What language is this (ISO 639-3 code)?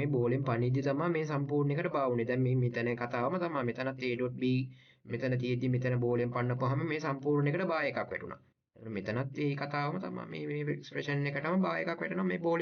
sin